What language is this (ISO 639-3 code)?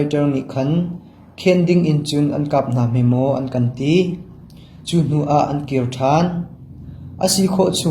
cnh